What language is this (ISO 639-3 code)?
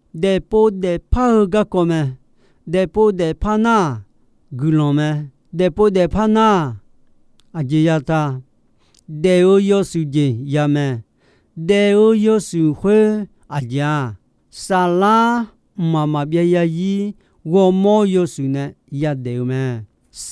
ahk